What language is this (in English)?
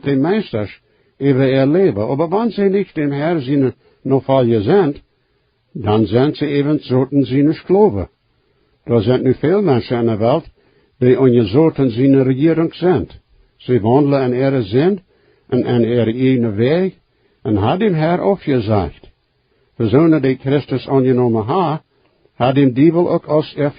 Plautdietsch